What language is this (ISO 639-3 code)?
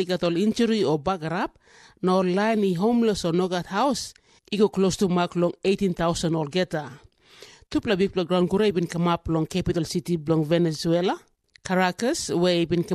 tpi